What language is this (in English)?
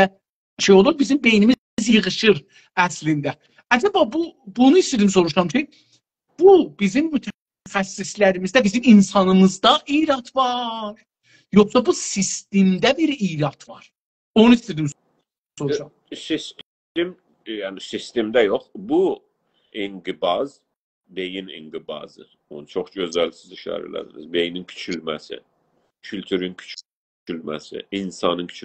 South Azerbaijani